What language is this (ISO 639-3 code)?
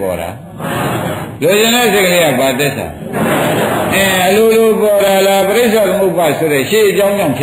mya